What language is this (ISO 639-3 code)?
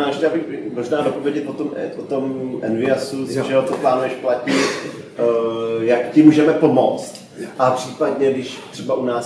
ces